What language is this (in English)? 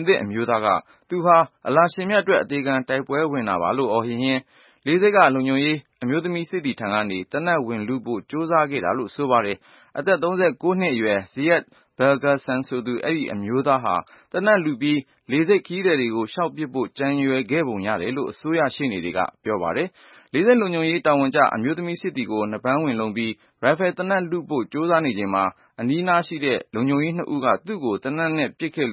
Burmese